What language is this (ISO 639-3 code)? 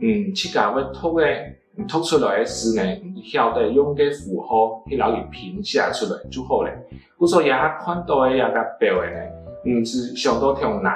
hak